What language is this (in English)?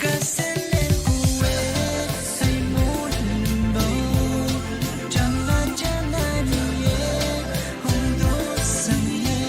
Pohnpeian